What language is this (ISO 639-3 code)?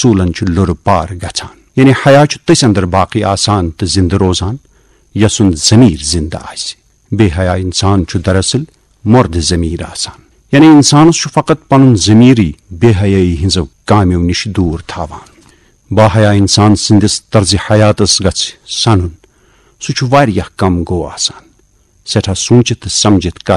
kas